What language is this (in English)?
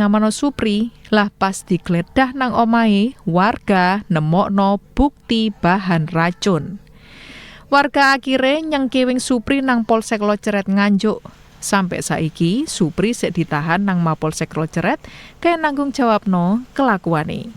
Javanese